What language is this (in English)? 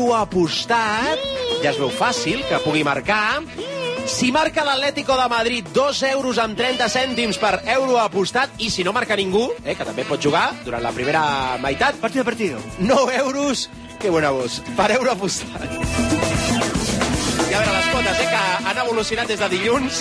Catalan